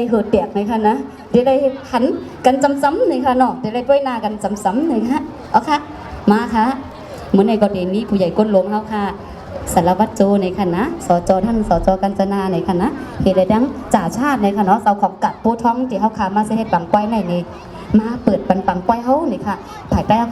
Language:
Shan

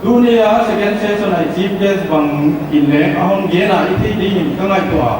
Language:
Paite Chin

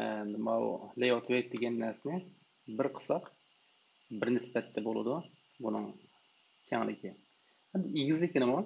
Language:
Uyghur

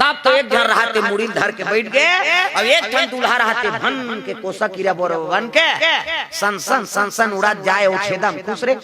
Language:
Chhattisgarhi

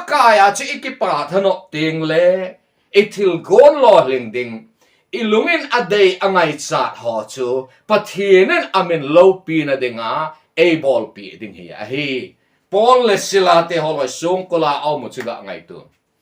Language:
Thado Chin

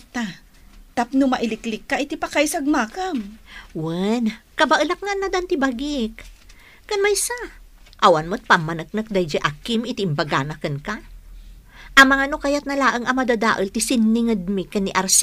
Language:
Iloko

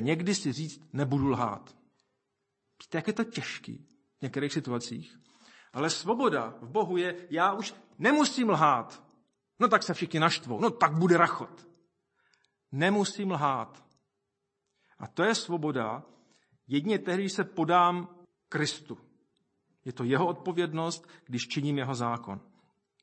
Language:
Czech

